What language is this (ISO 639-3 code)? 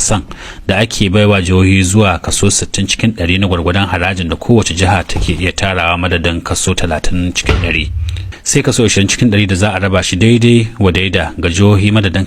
hau